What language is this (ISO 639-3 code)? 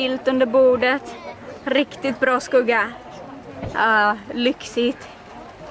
swe